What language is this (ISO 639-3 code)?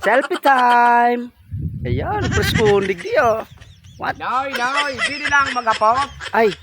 bik